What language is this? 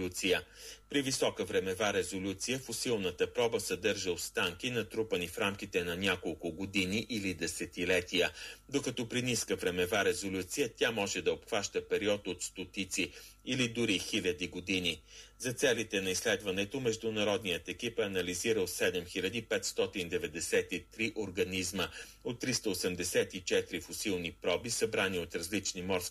Bulgarian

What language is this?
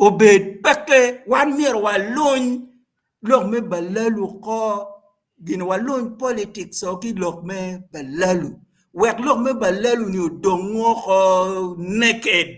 Acoli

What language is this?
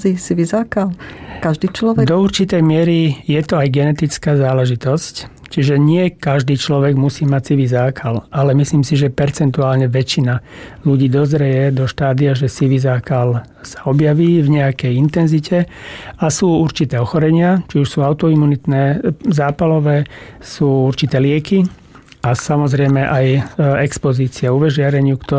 Slovak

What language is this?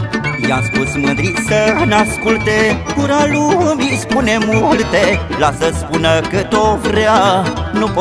Romanian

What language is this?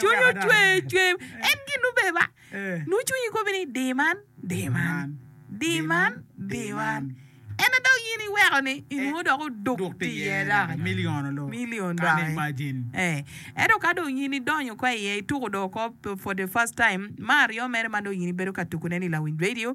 Acoli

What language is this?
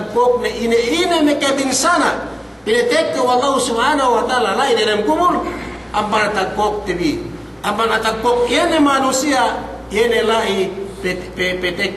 Yakan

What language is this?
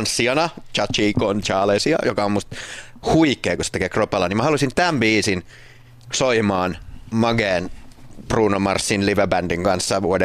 Finnish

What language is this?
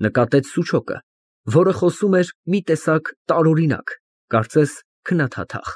Armenian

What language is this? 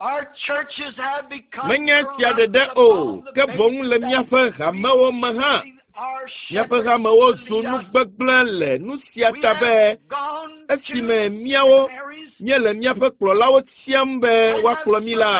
Ewe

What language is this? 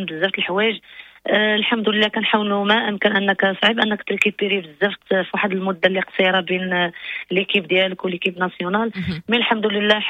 Moroccan Arabic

